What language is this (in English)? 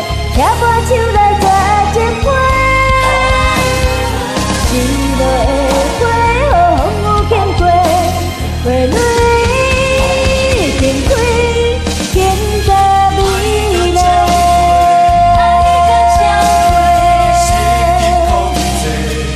Min Nan Chinese